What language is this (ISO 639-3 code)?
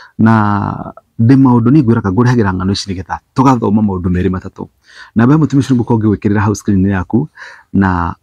kik